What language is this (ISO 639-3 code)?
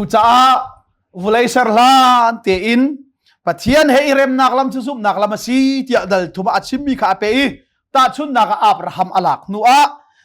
cnh